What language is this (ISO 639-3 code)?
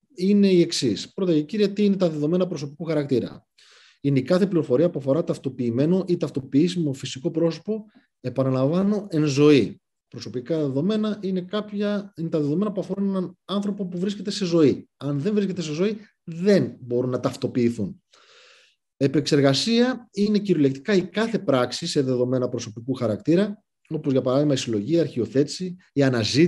ell